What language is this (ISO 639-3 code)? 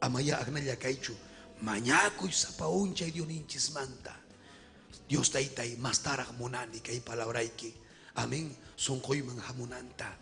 quy